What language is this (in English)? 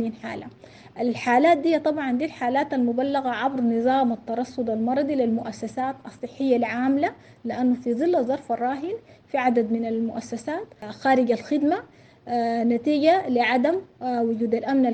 Sudanese Arabic